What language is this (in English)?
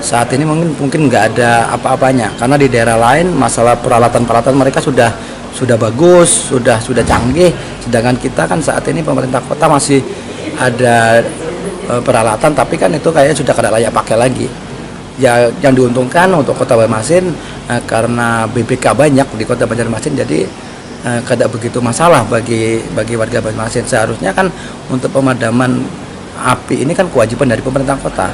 Banjar